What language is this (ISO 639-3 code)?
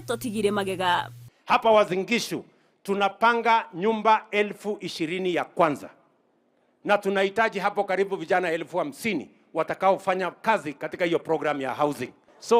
guz